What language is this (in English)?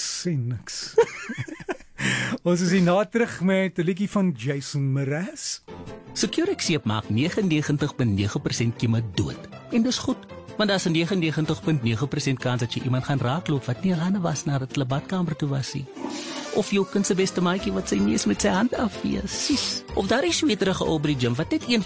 Afrikaans